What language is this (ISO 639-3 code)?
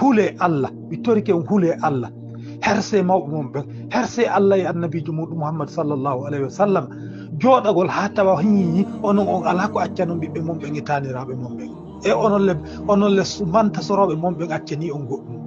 ful